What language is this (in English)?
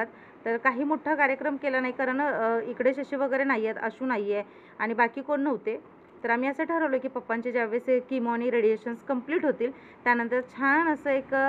Marathi